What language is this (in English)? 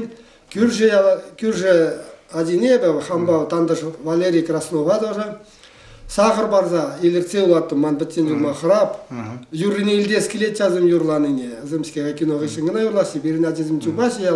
Chuvash